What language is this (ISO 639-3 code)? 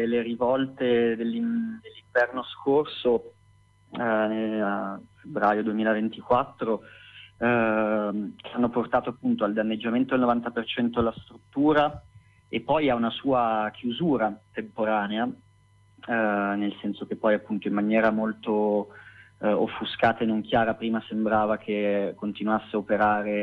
ita